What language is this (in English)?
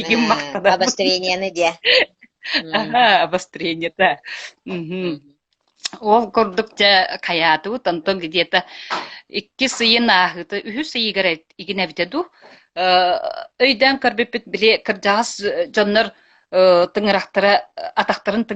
Yakut